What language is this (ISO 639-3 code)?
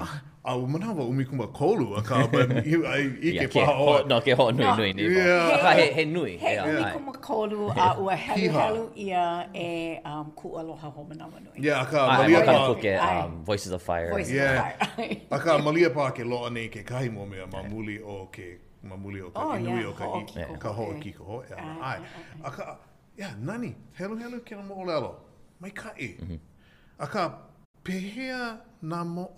haw